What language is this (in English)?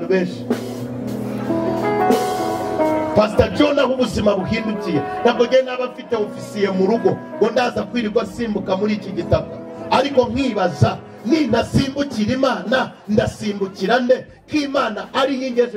Kinyarwanda